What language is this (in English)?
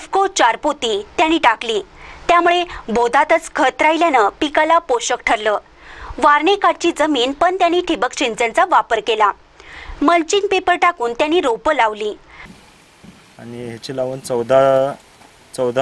Marathi